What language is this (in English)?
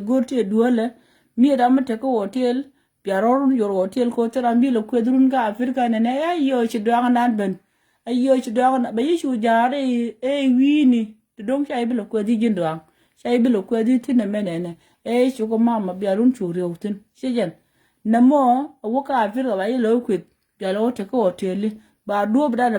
Nuer